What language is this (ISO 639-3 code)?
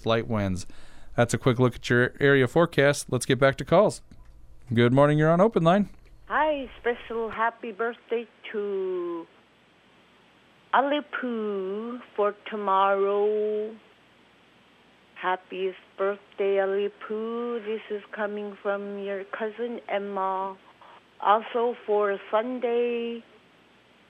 eng